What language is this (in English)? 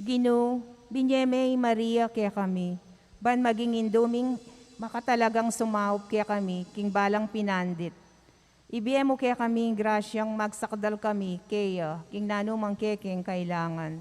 Pampanga